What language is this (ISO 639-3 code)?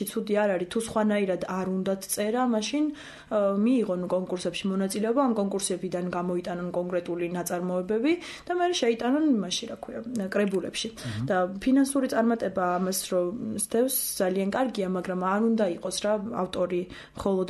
kat